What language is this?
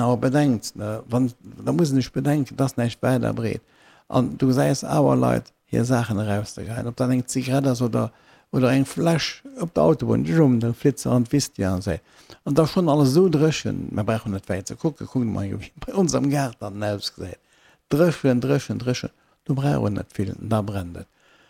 Luxembourgish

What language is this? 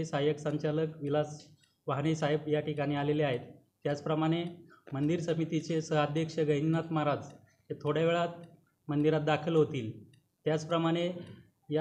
Marathi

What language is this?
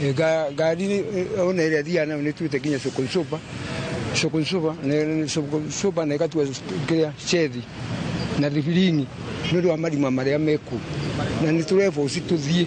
Kikuyu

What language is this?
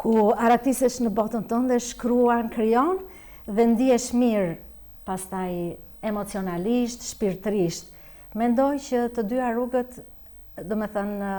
Albanian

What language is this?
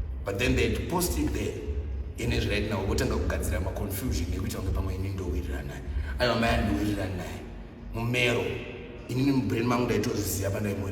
Shona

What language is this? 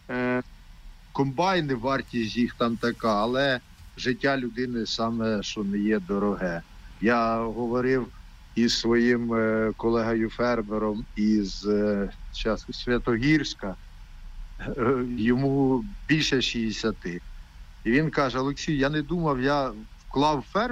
Ukrainian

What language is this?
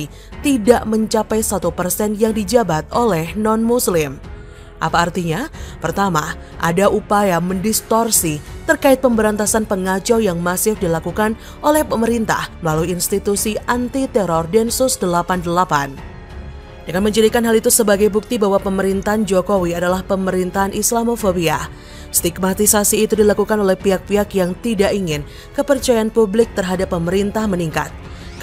Indonesian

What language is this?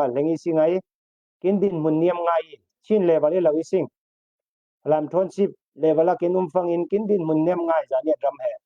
Falam Chin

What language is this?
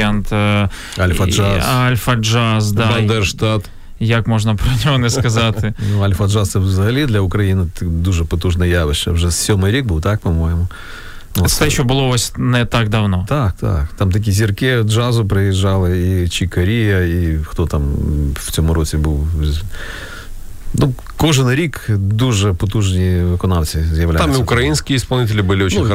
Ukrainian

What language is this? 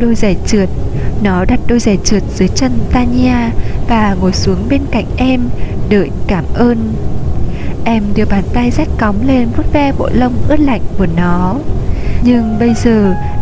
Vietnamese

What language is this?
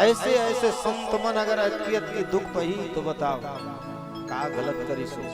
Chhattisgarhi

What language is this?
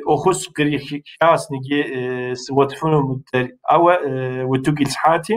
Kabardian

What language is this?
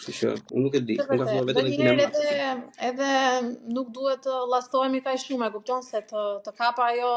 Albanian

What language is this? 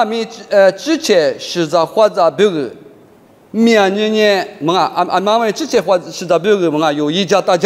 Lisu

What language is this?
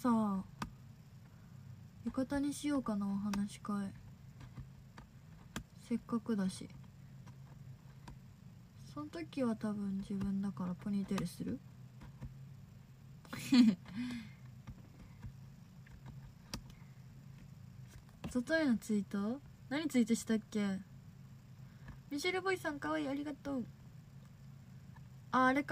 Japanese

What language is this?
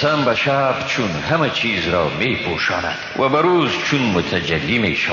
Persian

